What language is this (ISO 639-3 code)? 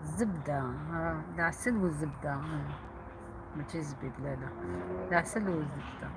arq